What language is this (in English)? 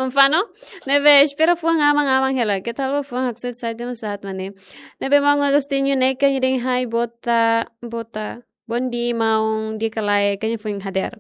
Tetum